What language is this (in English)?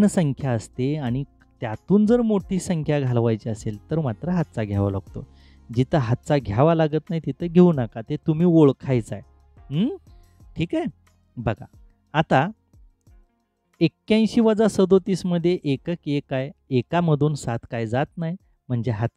Marathi